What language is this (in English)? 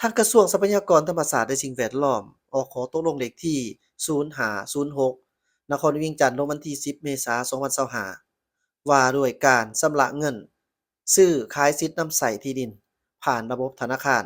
Lao